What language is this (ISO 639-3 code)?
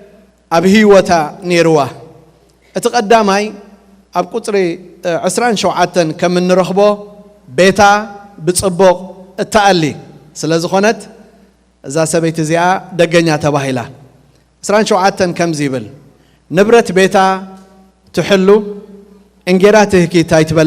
tir